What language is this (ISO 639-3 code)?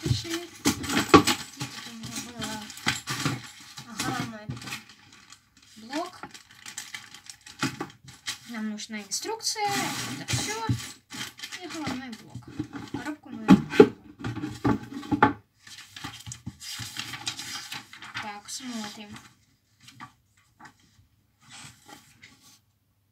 rus